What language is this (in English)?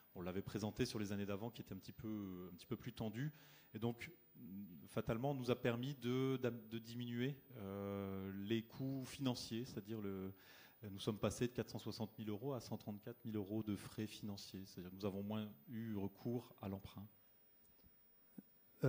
French